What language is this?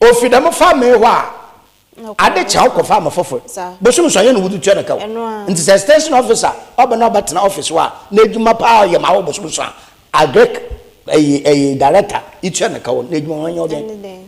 Akan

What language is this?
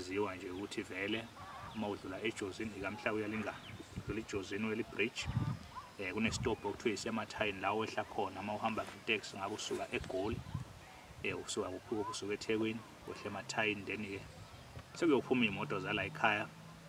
Zulu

